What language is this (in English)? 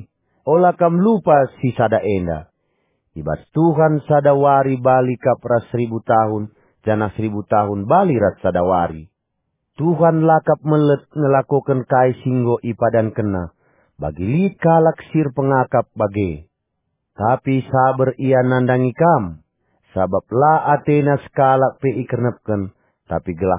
Batak Karo